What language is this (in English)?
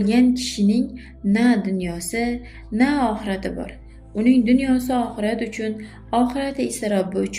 Uzbek